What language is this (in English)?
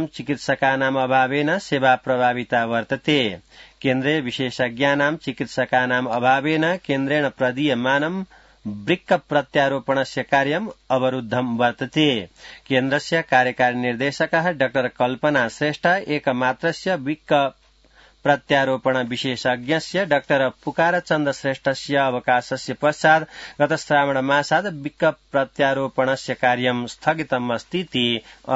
Sanskrit